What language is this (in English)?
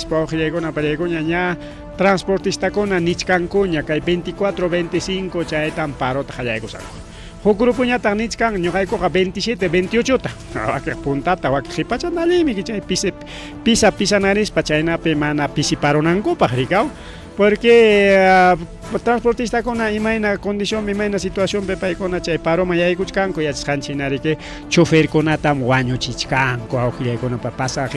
Ayacucho Quechua